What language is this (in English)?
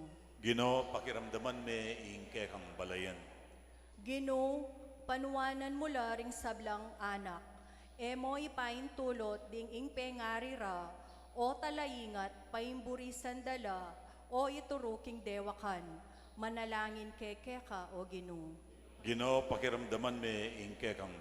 Pampanga